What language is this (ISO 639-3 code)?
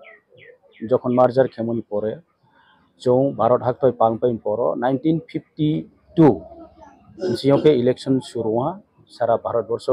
trp